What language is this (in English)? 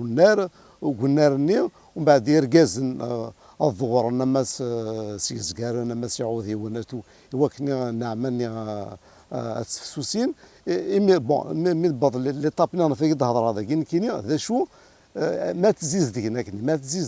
Kabyle